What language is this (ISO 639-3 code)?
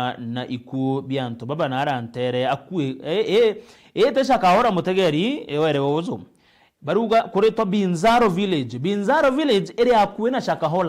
mer